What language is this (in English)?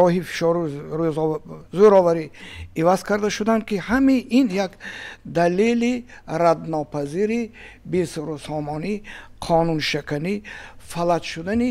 Tajik